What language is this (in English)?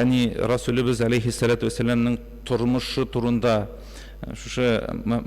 Tatar